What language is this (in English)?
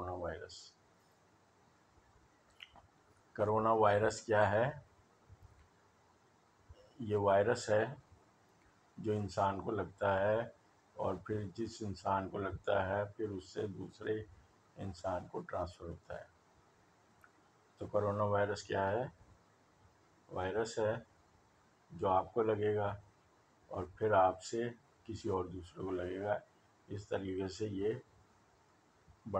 Urdu